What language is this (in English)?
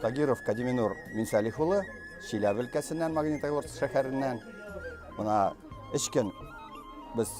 Tatar